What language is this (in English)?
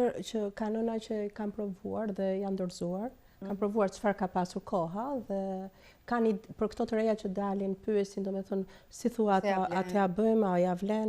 Albanian